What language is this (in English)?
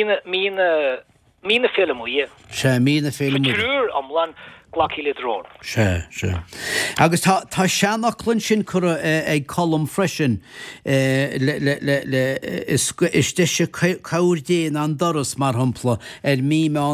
Irish